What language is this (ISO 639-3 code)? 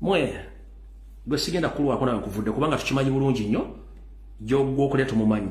lug